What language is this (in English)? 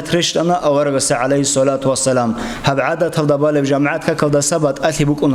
Avaric